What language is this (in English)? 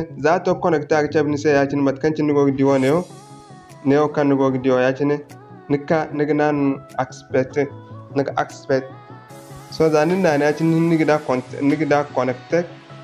Zarma